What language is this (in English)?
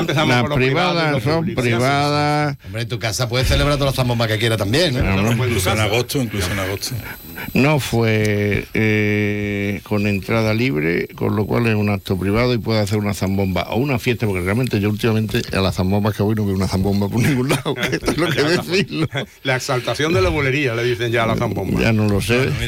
Spanish